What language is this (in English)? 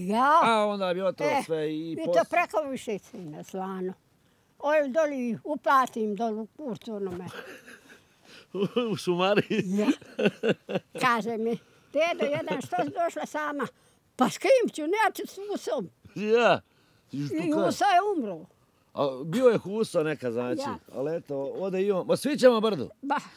Bosnian